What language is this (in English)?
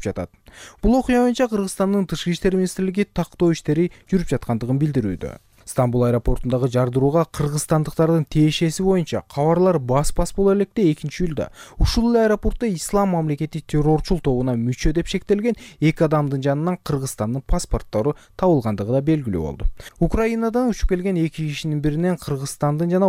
Kyrgyz